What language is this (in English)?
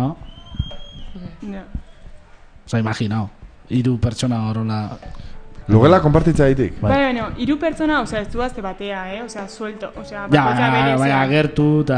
Basque